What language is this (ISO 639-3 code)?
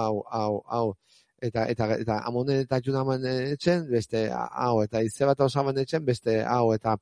eus